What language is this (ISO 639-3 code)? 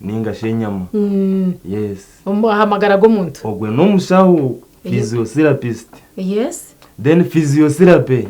nyn